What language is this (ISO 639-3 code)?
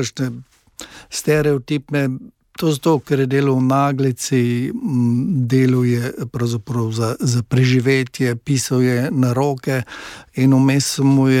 slv